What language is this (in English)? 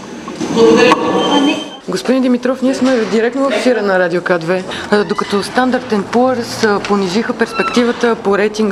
Bulgarian